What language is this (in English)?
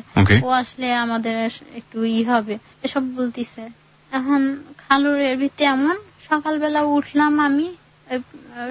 Bangla